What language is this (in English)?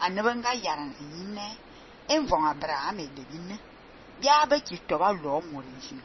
Fang